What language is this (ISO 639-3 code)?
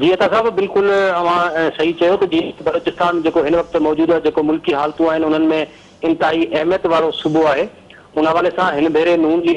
snd